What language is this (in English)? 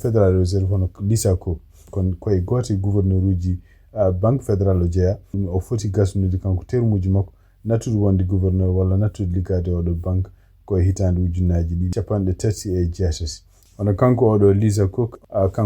Fula